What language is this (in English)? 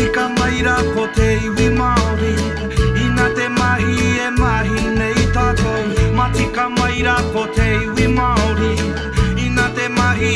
Māori